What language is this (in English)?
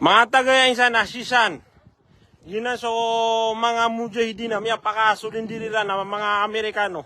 Maranao